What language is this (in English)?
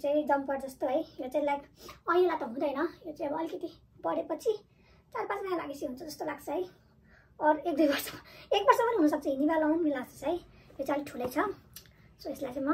Nepali